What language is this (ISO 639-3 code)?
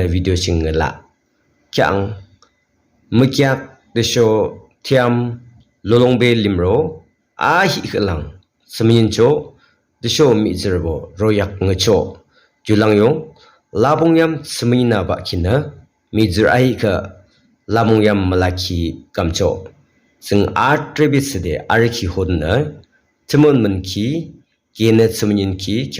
yim